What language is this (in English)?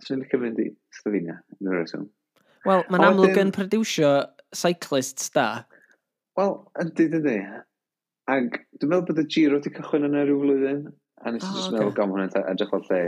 Welsh